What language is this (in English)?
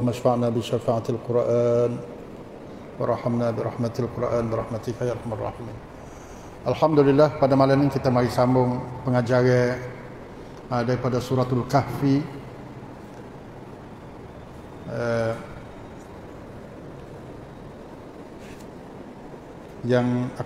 Malay